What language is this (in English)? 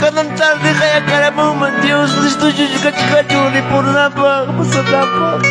Ayacucho Quechua